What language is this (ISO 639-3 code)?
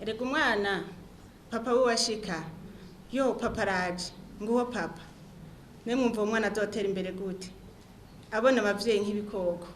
run